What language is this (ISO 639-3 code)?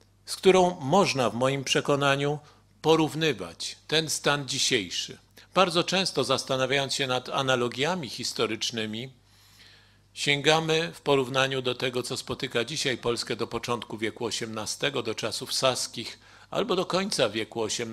pol